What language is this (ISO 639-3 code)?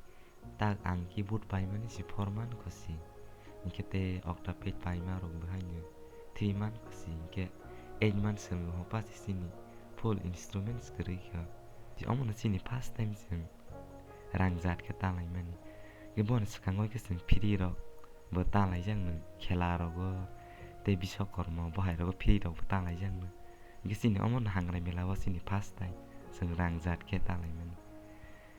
trp